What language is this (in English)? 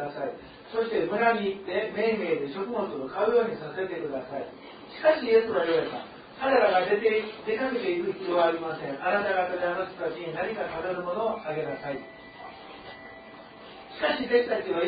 Japanese